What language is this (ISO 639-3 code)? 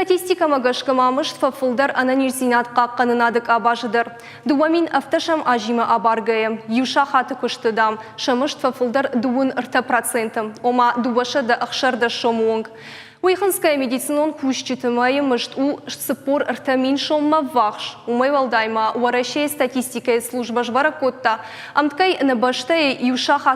oss